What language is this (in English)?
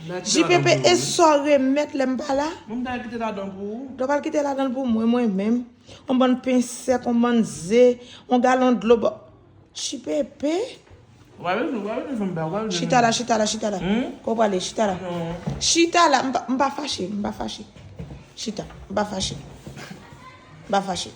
Haitian Creole